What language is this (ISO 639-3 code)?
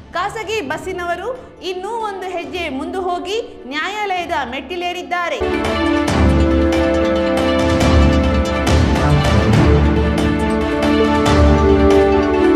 kan